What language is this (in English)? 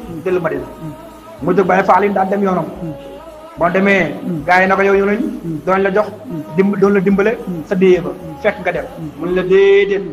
Wolof